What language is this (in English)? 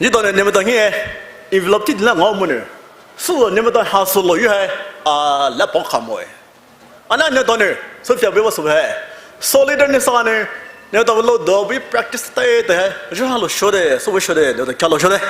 Poumei Naga